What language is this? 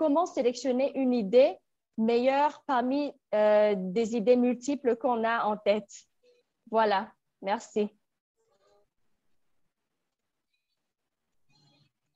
French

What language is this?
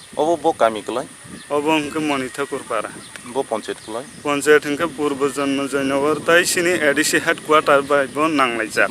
Kok Borok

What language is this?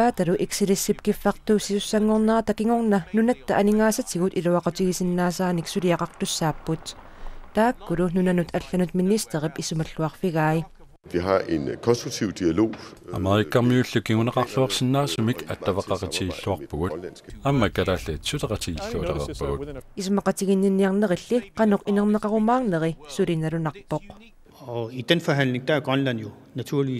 Kalaallisut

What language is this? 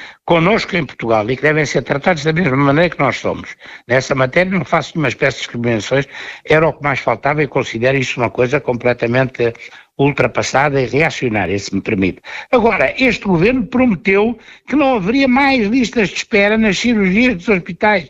Portuguese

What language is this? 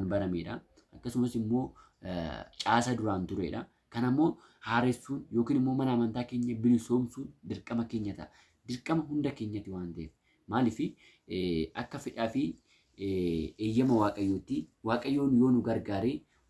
Oromo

